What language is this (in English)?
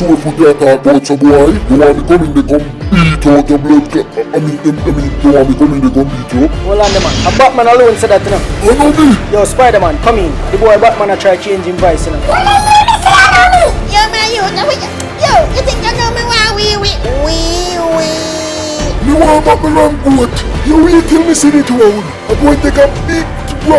Jamaican Creole English